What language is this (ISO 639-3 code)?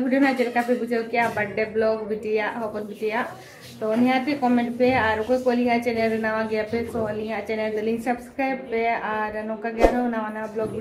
sat